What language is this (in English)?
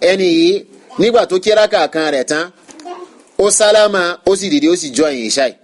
Yoruba